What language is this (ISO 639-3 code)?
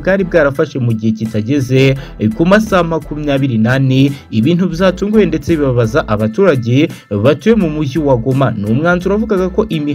kin